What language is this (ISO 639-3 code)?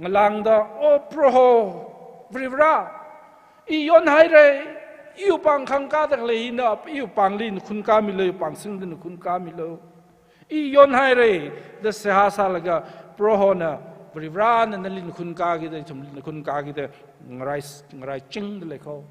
nmf